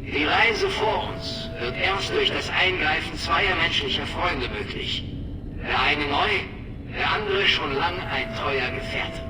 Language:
Bavarian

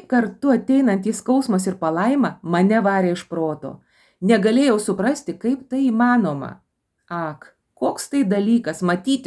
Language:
Lithuanian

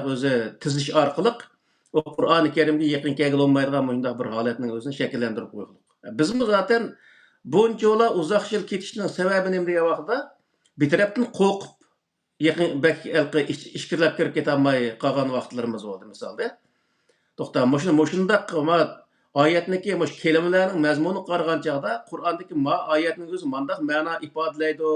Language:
Uyghur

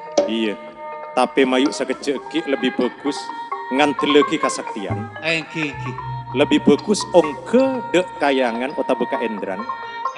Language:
Madurese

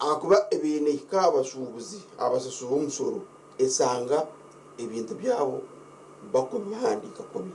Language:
Nyankole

